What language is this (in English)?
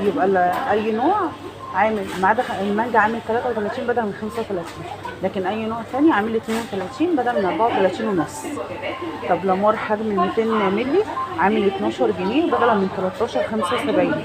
Egyptian Arabic